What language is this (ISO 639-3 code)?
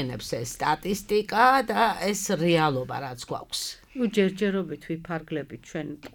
kat